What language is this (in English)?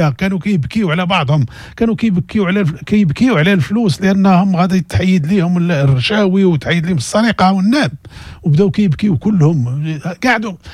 Moroccan Arabic